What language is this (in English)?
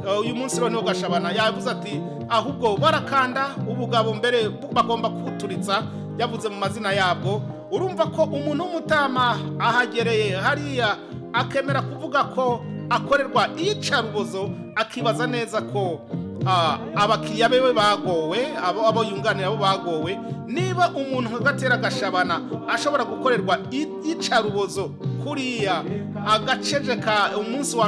Kinyarwanda